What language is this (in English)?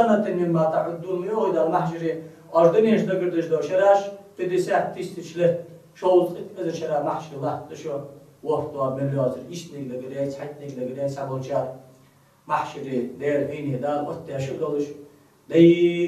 Ingush